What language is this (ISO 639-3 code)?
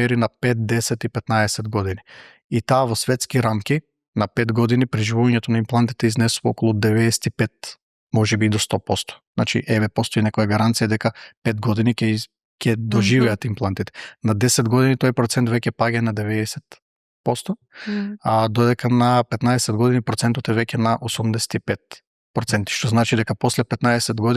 mkd